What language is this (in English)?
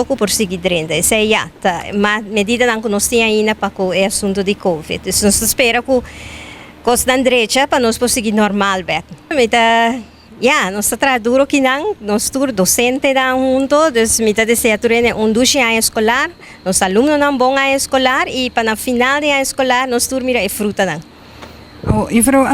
Papiamento